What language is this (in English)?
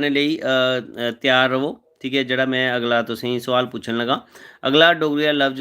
Dogri